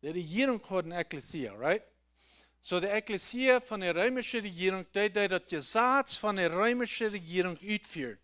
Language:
Plautdietsch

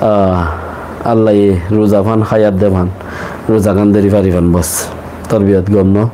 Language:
Rohingya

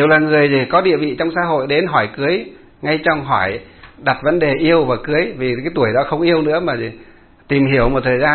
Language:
Vietnamese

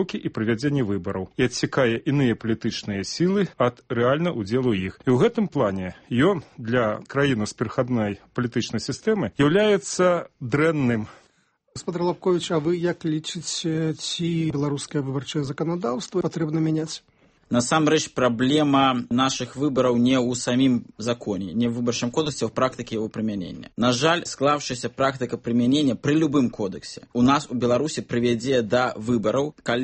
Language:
Belarusian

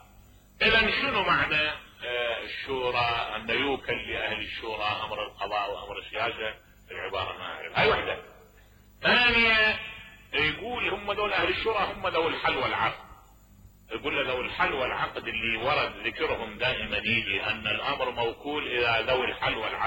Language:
Mesopotamian Arabic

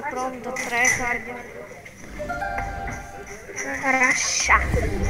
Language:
Bulgarian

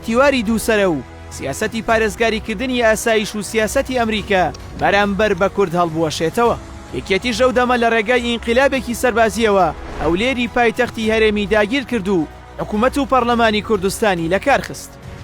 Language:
Central Kurdish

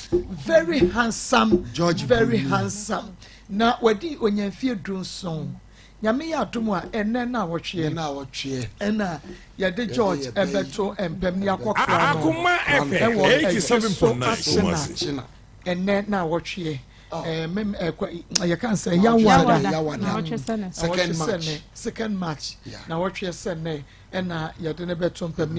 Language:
Akan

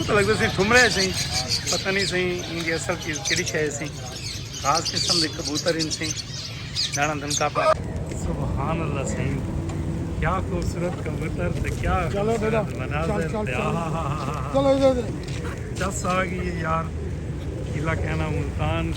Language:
Saraiki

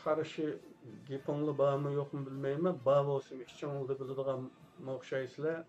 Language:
Uyghur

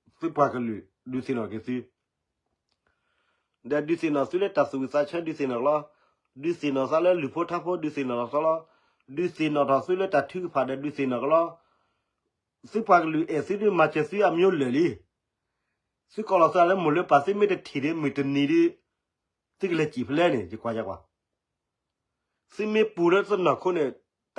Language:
S'gaw Karen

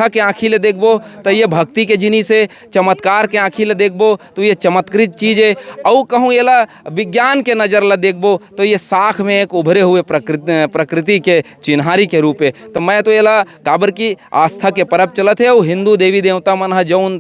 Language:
Chhattisgarhi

